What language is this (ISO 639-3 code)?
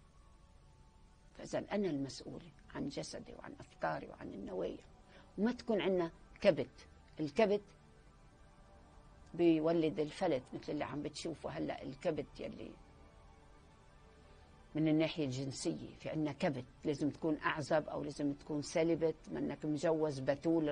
apc